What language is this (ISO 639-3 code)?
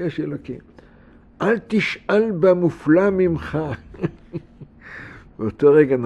heb